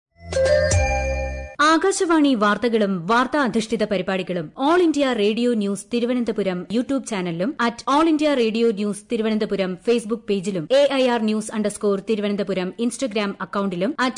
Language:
Malayalam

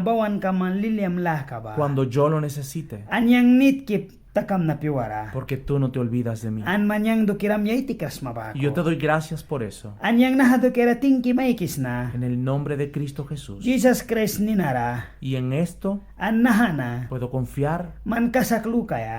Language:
Mískito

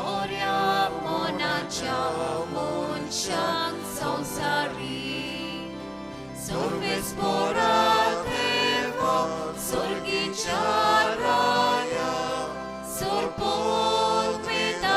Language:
Konkani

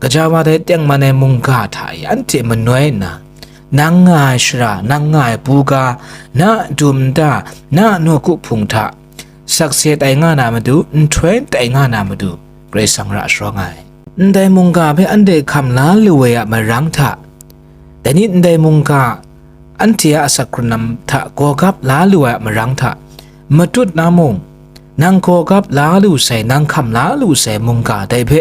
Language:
Kachin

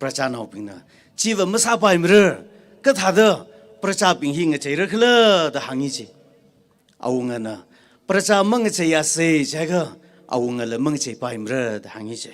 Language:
Tangkhul Naga (India)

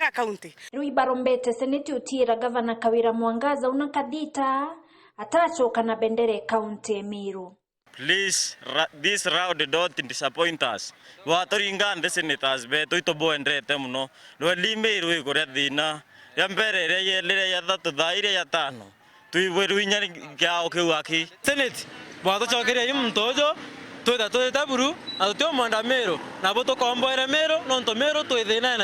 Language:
Meru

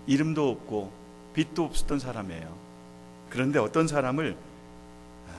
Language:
Korean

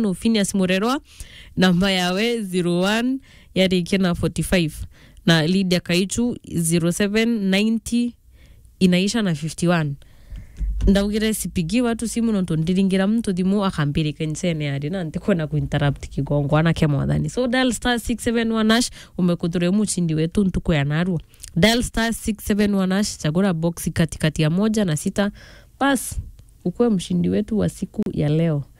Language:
Meru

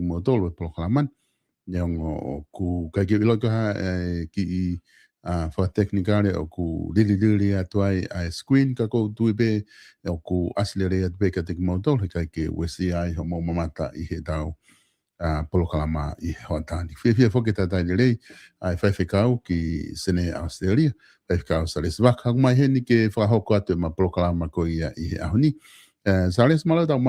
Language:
Tongan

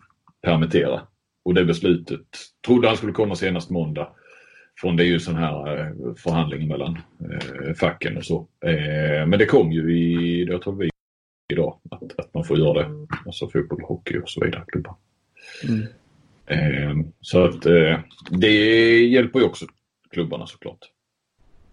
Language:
Swedish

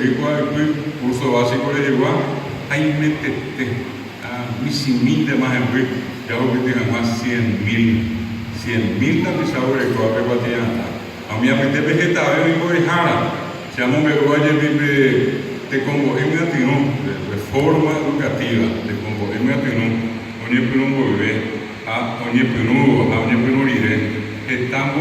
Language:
Guarani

